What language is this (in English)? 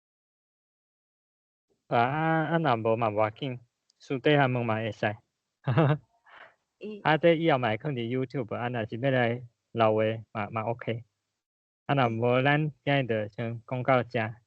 Min Nan Chinese